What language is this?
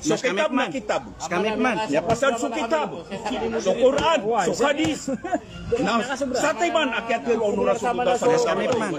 Maranao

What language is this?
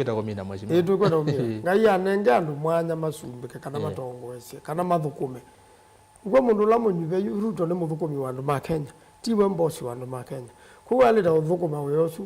Kamba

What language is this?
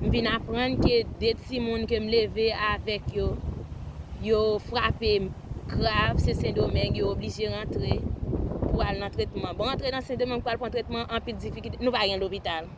Haitian Creole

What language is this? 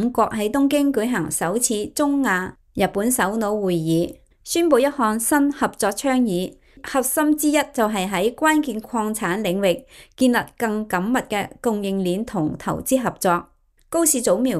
Cantonese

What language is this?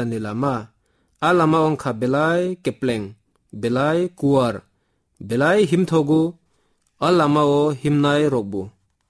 Kok Borok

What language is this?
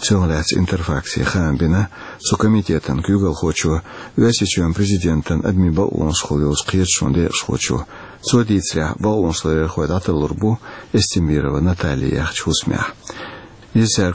Chechen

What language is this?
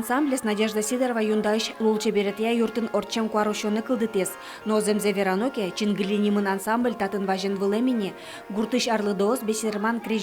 Udmurt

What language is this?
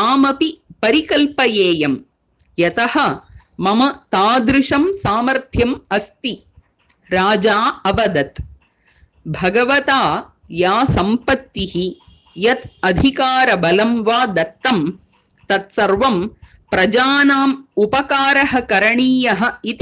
Sanskrit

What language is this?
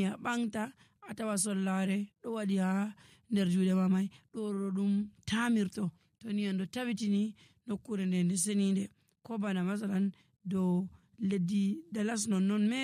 Nigerian Fulfulde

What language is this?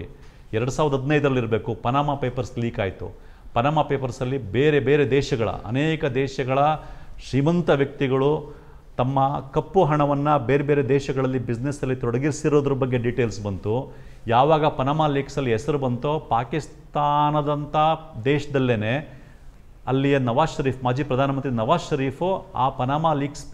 Kannada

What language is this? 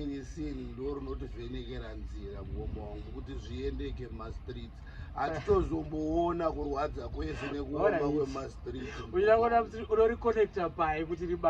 Shona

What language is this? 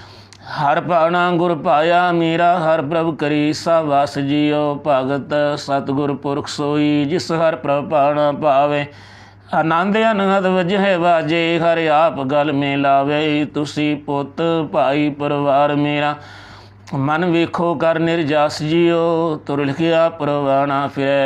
Punjabi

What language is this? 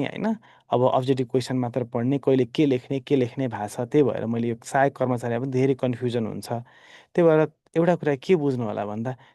Nepali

